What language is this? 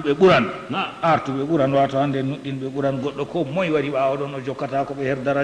Fula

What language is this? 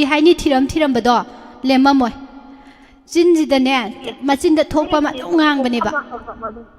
Manipuri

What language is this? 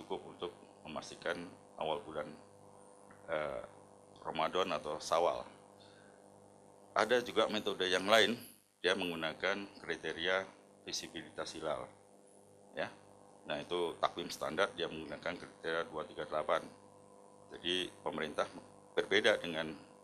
Indonesian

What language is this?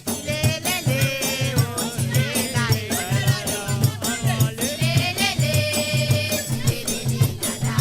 Morisyen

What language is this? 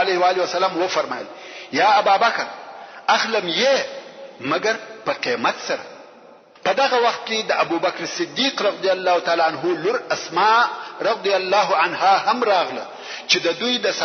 Pashto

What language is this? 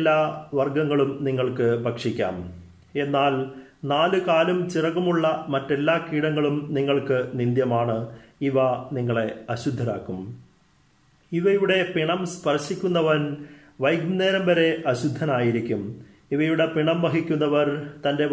Malayalam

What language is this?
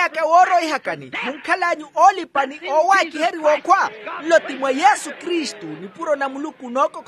Makhuwa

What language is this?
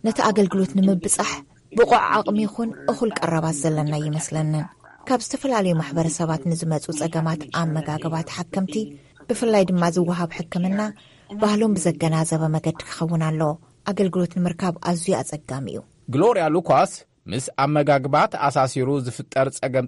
Tigrinya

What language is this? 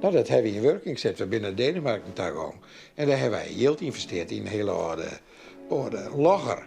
Western Frisian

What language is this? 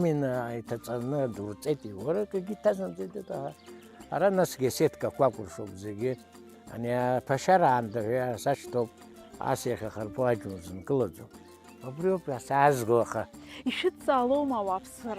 Abkhazian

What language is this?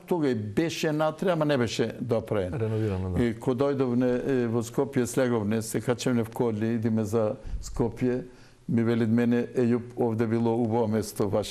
Macedonian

